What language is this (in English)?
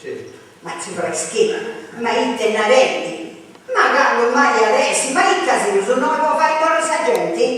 Sardinian